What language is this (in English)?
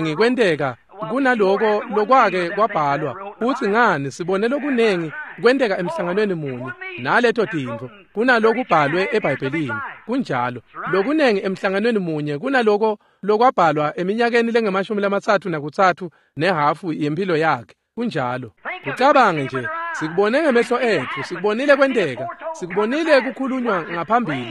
Swati